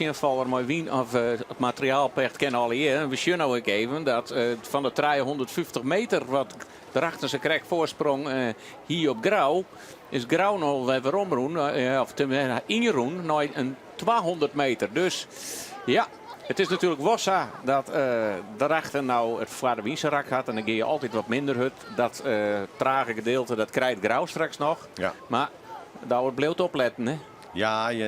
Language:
Western Frisian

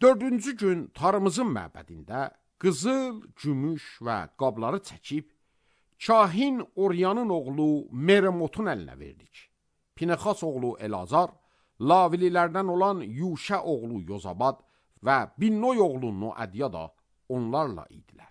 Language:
Azerbaijani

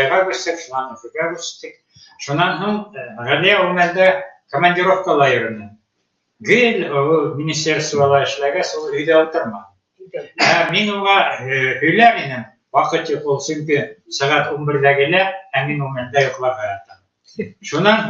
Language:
Bashkir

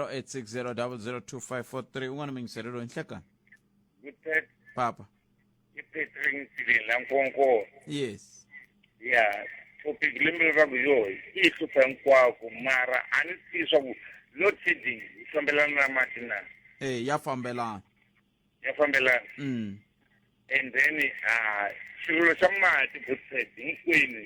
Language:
Tsonga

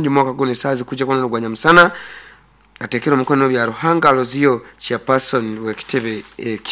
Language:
Nyoro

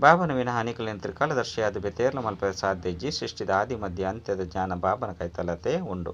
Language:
Tulu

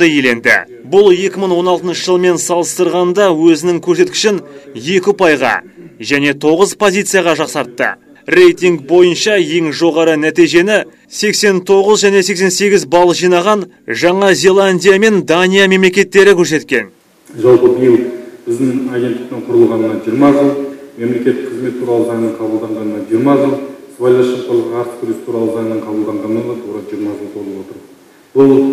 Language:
Kazakh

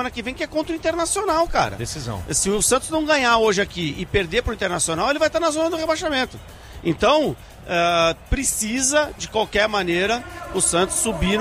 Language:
Portuguese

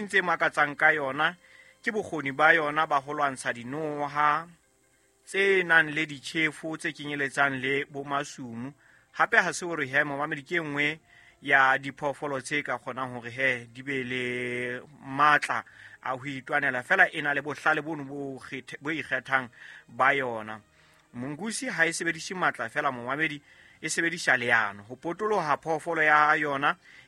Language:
Southern Sotho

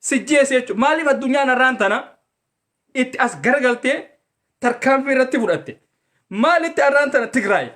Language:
Oromo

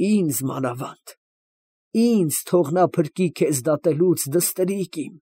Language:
Armenian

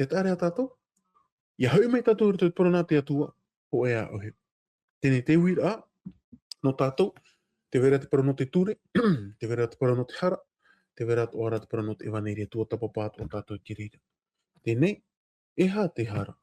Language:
Tahitian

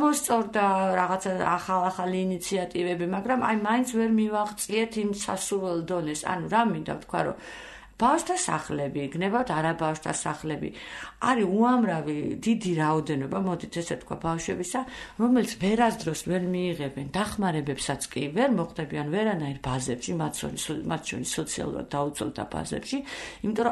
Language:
Georgian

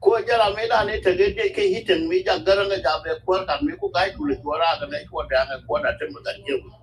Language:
Nuer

